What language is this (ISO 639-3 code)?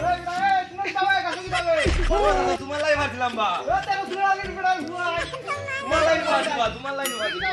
syl